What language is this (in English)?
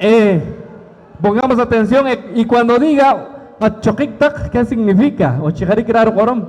Poqomchi'